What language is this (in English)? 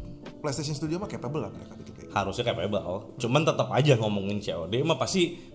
Indonesian